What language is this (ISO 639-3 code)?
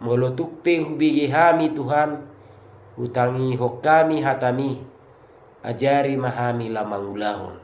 bbc